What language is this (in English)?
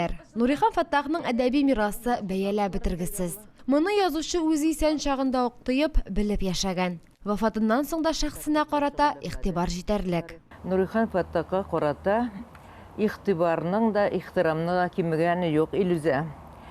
Tatar